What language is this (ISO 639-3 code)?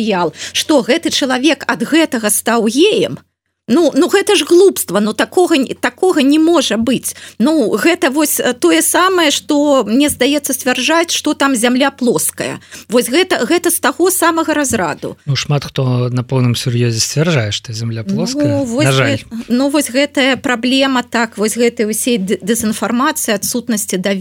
bel